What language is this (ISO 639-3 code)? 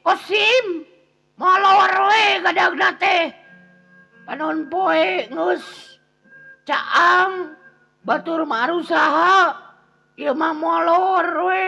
sun